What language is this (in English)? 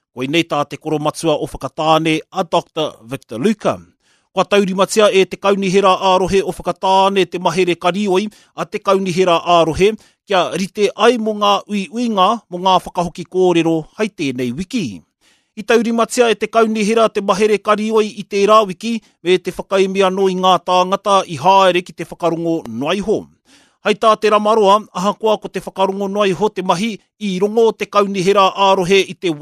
Māori